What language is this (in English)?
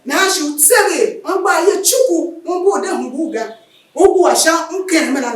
Tiv